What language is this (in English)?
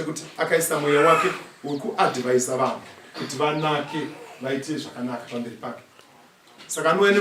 Shona